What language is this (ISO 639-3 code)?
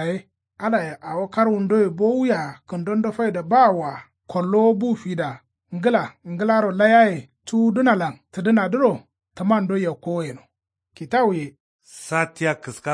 kau